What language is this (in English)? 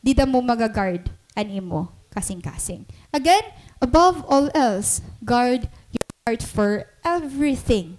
Waray